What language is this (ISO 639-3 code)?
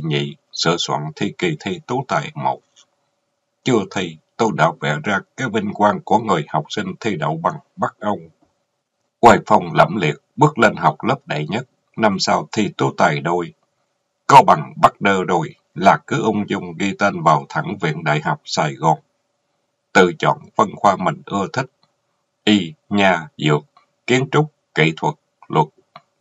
vie